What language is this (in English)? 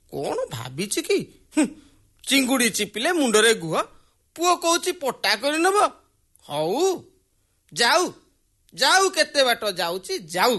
Odia